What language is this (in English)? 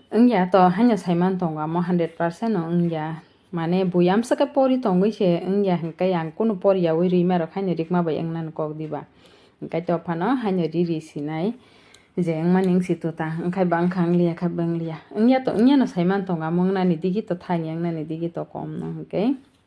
Kok Borok